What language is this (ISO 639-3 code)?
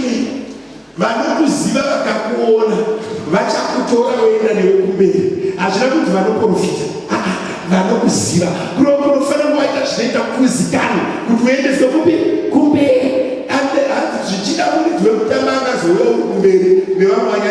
sna